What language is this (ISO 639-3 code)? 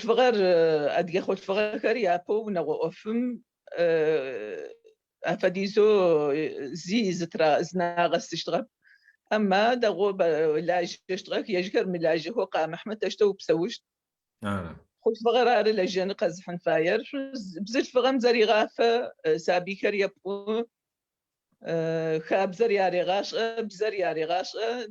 ady